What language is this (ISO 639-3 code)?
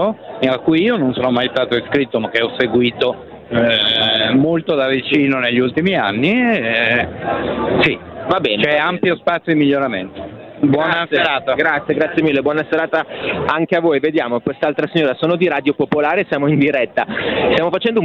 ita